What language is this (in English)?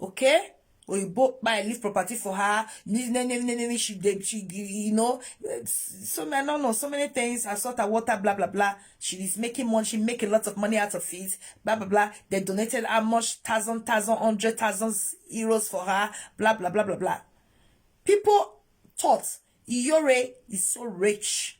Nigerian Pidgin